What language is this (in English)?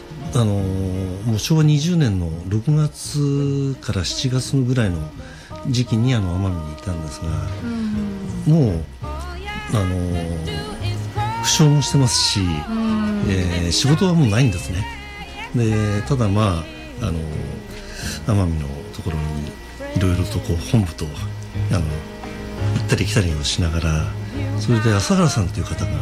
Japanese